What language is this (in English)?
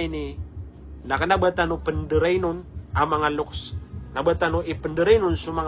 Maranao